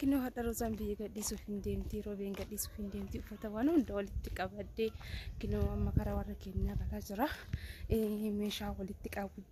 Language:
Oromo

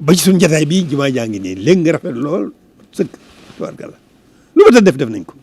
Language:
Wolof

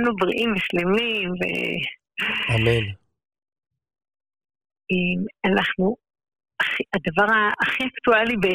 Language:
Hebrew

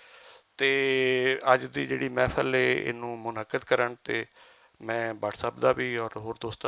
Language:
Western Panjabi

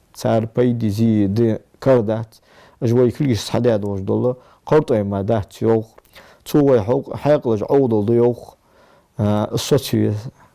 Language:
Ingush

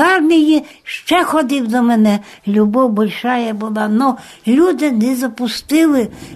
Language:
Belarusian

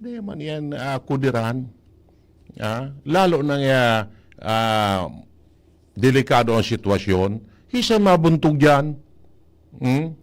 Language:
Bikol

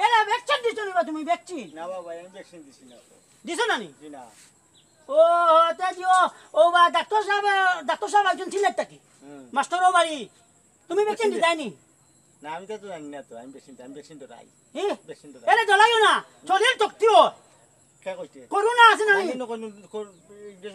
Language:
Sylheti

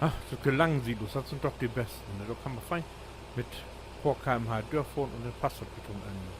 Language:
Low German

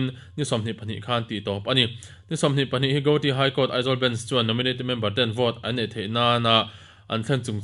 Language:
Mizo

